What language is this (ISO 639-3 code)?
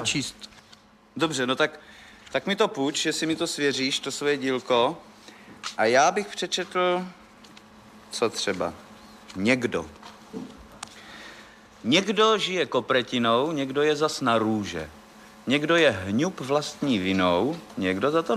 ces